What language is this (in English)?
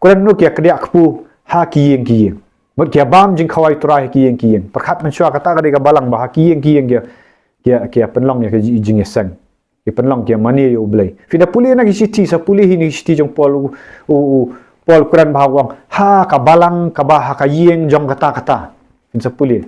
Khasi